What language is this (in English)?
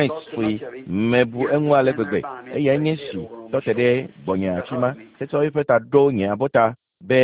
Ewe